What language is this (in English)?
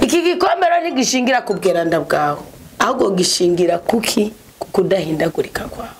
Rundi